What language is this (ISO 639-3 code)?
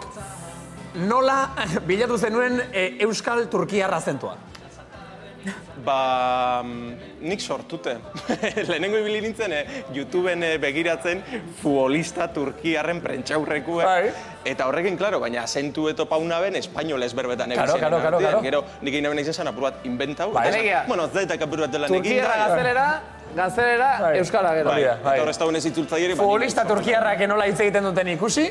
eus